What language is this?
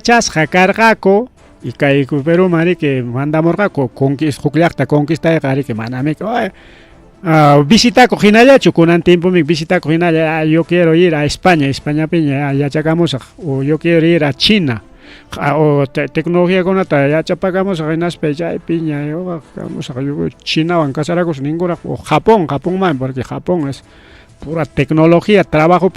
Ayacucho Quechua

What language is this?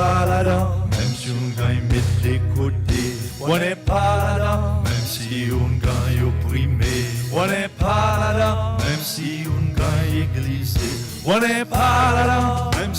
Seselwa Creole French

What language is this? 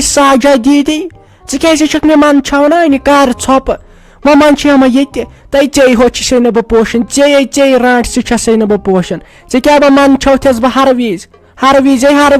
Kashmiri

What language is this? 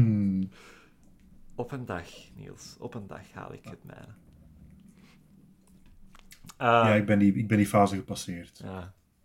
Dutch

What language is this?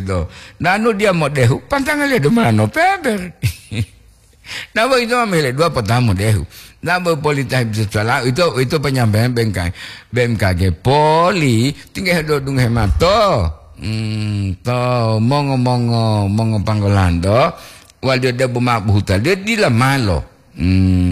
Gorontalo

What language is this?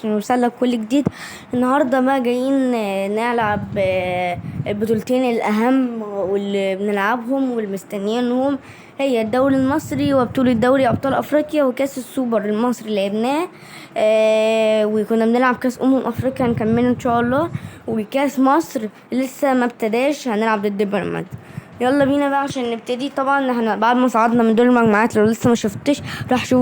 Egyptian Arabic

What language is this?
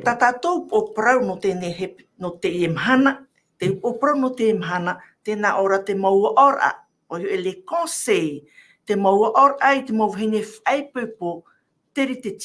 Tahitian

